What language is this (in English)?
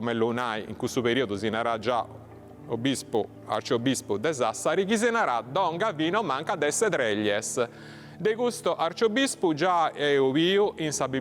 Sardinian